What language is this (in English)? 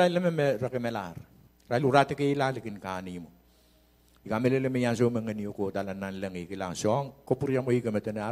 Pohnpeian